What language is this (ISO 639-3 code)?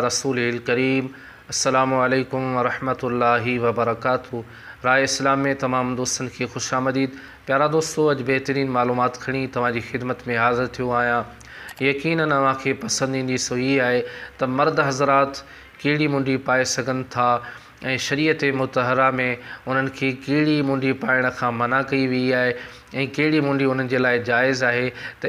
snd